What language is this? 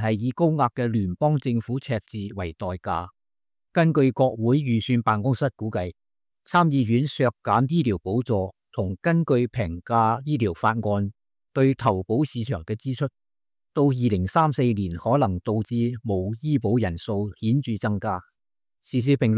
Cantonese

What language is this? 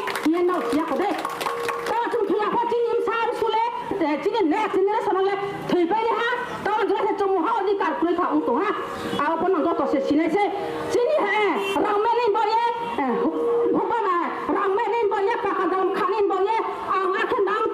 Riang (India)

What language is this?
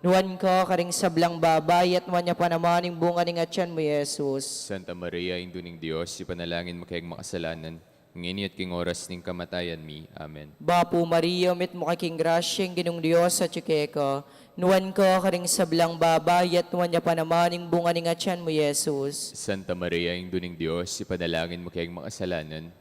Pampanga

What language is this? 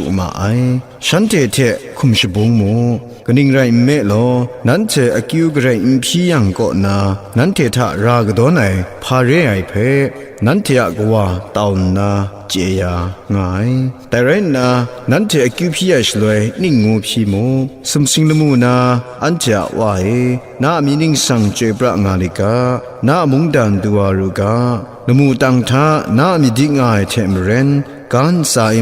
Kachin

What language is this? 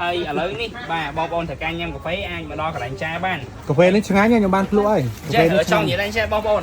Khmer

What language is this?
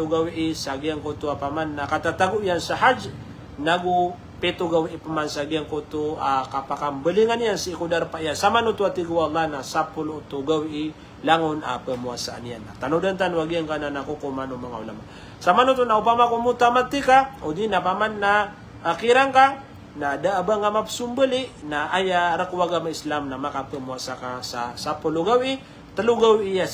Maranao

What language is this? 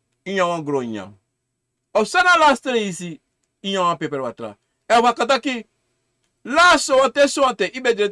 Sranan Tongo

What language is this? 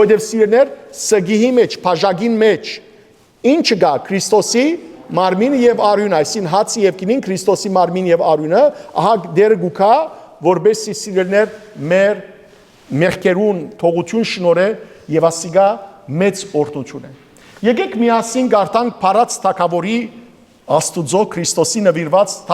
Western Armenian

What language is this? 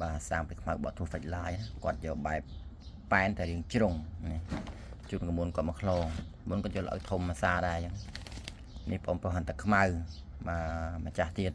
Khmer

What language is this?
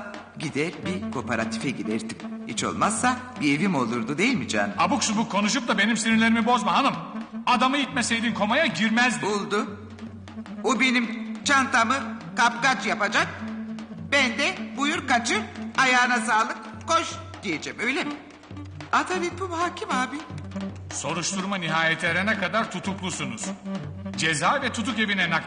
Turkish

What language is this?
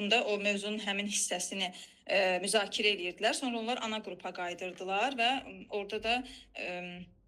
Azerbaijani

